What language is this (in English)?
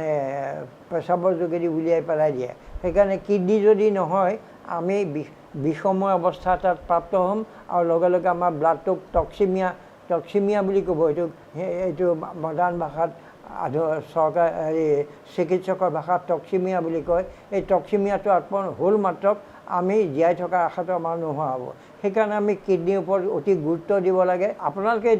Assamese